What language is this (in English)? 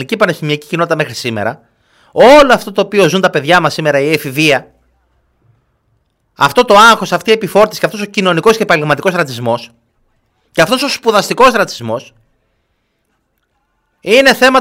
Greek